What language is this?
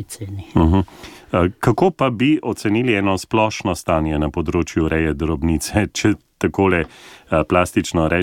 Slovenian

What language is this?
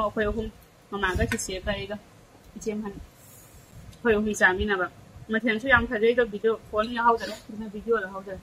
Manipuri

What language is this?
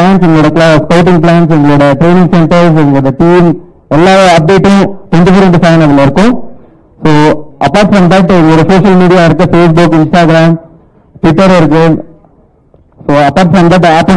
Tamil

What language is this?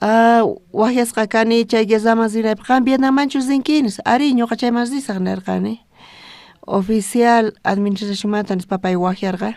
South Bolivian Quechua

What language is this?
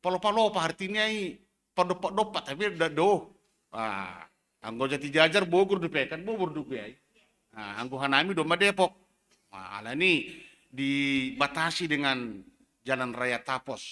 Batak Simalungun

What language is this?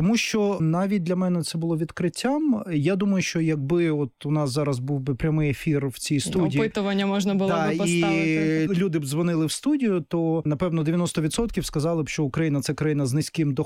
Ukrainian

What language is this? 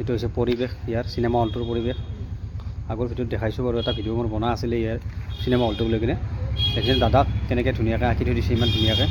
Assamese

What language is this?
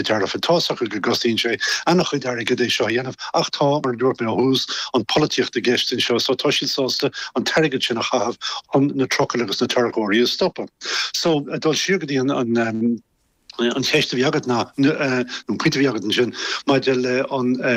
Irish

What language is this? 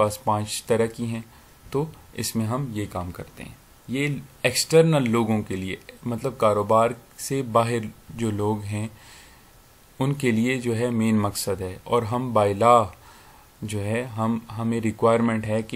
Urdu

